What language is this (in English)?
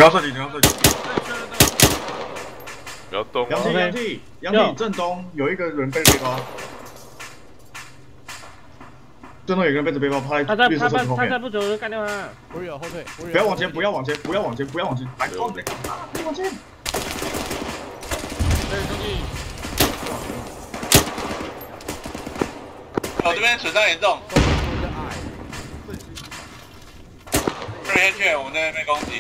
Chinese